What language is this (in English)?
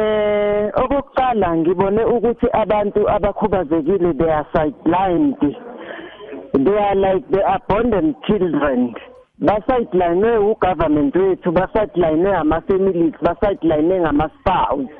South Ndebele